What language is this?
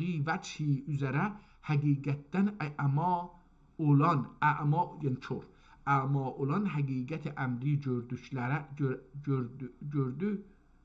South Azerbaijani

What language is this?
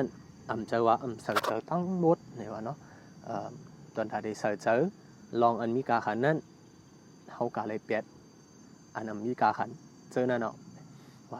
Shan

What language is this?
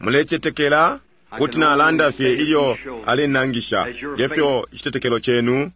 Bemba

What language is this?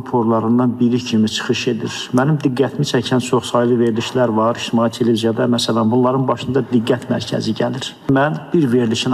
Azerbaijani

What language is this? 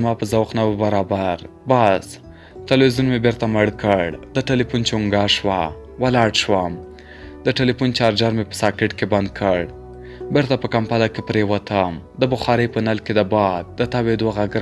Pashto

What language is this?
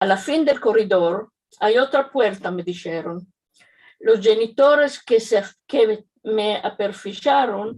Ladino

